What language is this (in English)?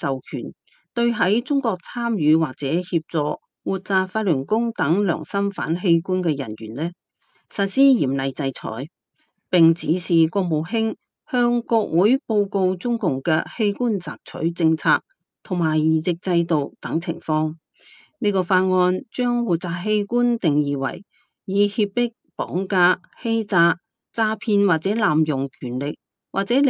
Cantonese